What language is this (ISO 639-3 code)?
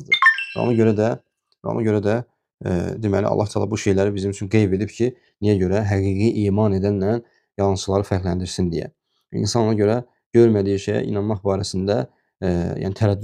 aze